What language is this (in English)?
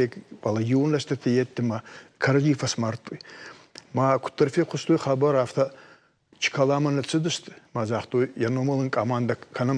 Ossetic